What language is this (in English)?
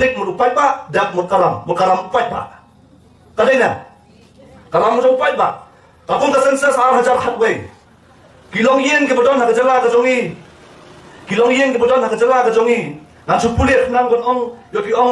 Khasi